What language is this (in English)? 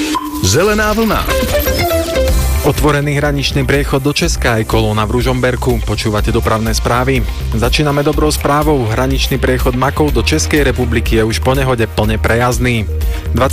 Slovak